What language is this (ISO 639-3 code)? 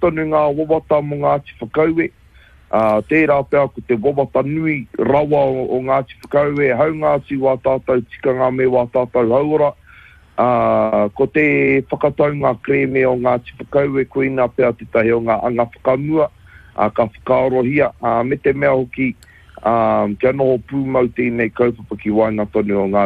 mri